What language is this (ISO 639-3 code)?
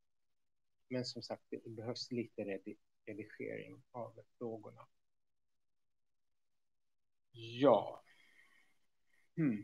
swe